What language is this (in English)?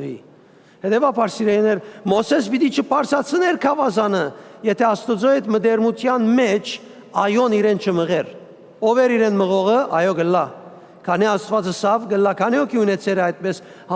Western Armenian